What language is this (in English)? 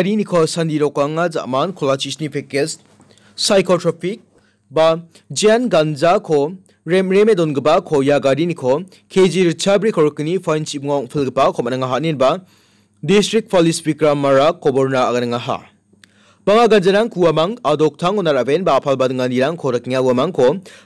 Garo